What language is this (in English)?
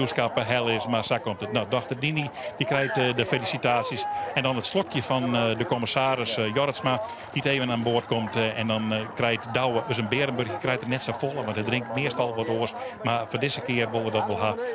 Western Frisian